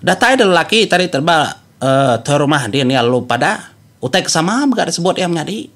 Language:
Iban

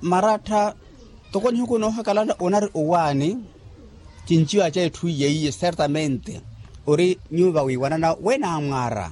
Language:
Makhuwa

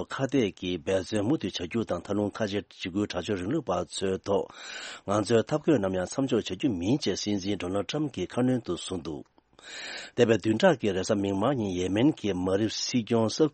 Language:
Tibetan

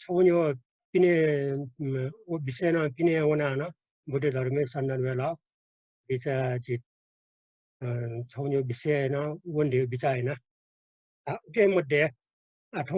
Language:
Newari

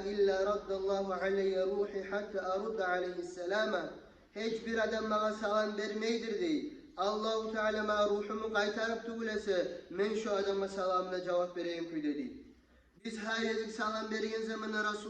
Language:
Kumyk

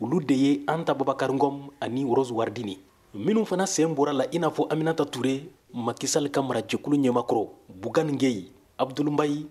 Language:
Bambara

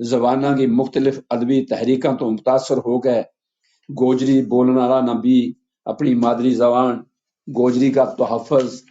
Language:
Gujari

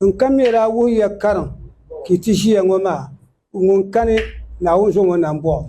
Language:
Dagbani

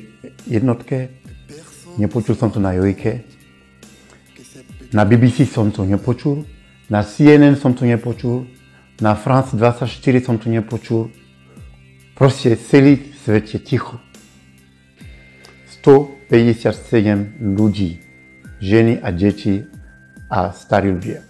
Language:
Slovak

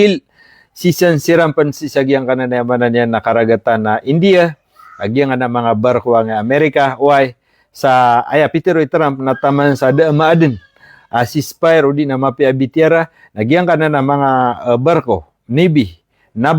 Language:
Maranao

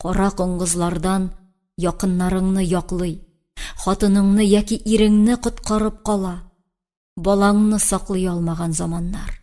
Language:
Tatar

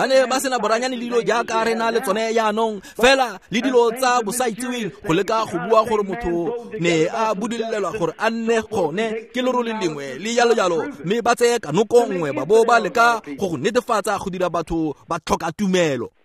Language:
Tswana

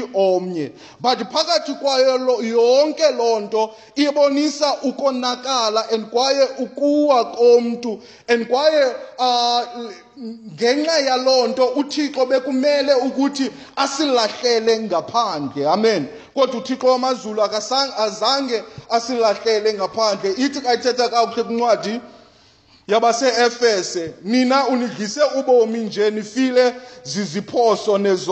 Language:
Xhosa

